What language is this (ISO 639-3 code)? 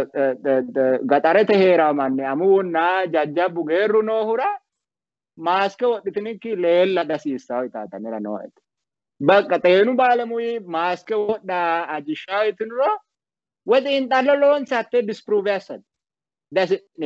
sid